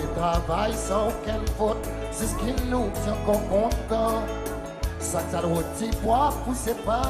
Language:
Seselwa Creole French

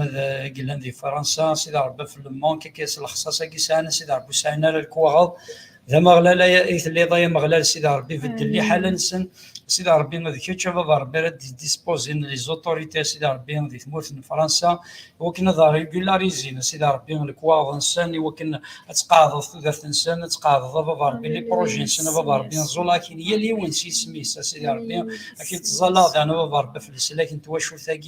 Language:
Kabyle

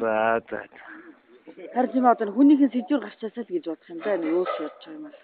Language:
Mongolian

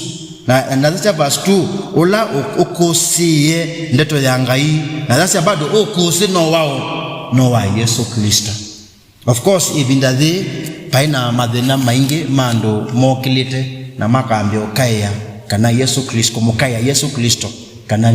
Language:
Kamba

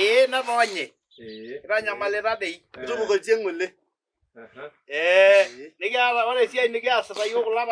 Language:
Masai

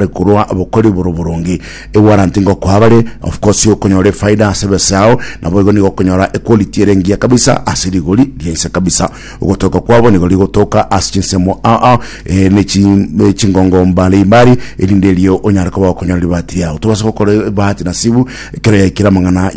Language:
Gusii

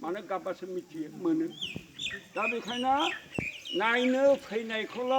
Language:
Bodo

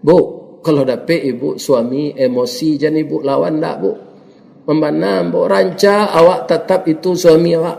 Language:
Minangkabau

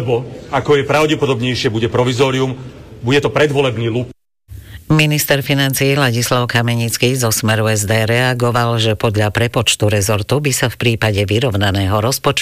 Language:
Slovak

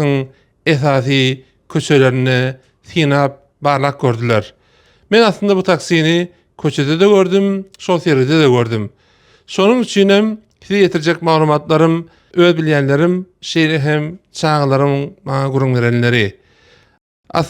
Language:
Turkmen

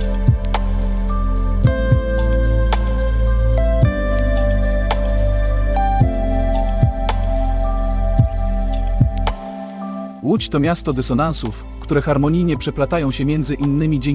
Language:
Polish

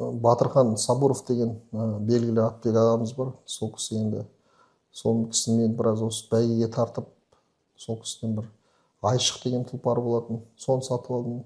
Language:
Kazakh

